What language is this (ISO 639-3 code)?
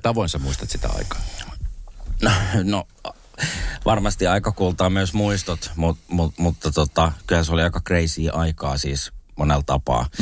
fin